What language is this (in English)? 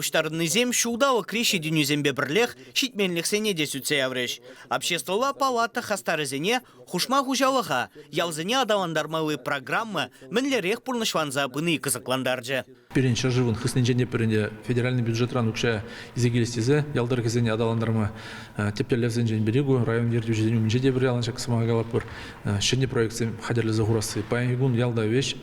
Chuvash